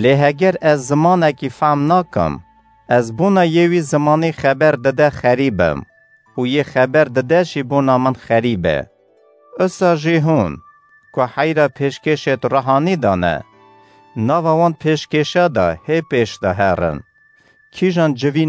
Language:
Kurdish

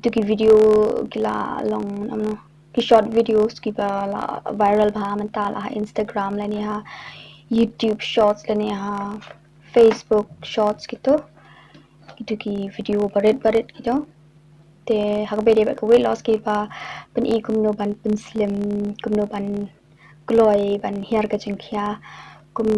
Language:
Khasi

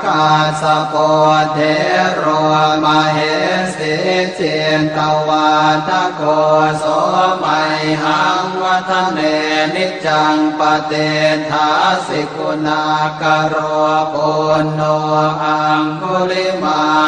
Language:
Pali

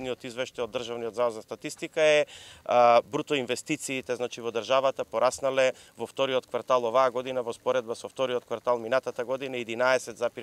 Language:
Macedonian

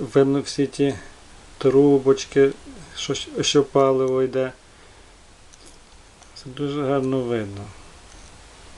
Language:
Ukrainian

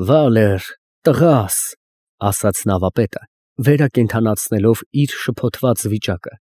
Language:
Armenian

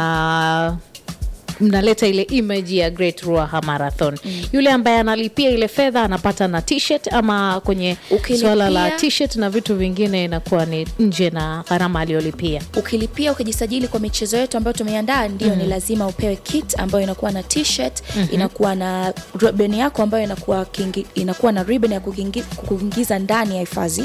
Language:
Swahili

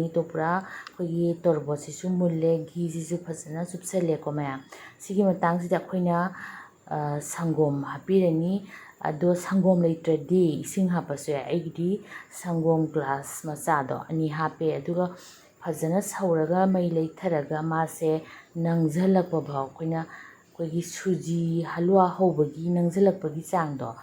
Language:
Manipuri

